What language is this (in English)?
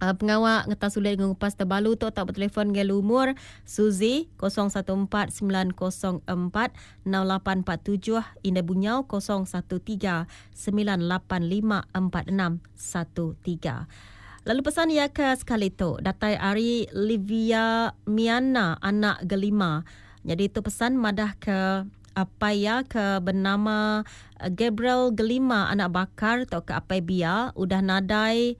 Iban